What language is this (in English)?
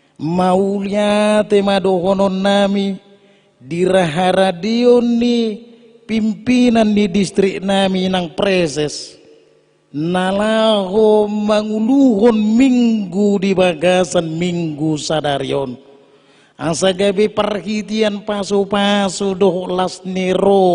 Batak Toba